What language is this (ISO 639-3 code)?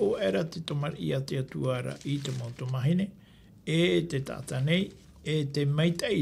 tah